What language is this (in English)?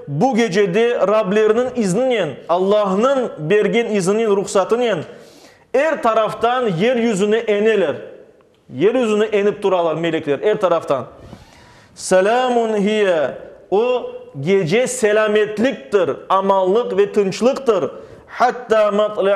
Crimean Tatar